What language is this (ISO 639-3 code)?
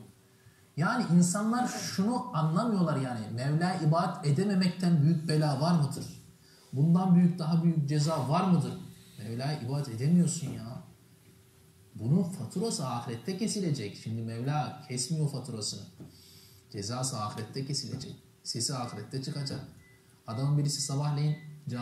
tur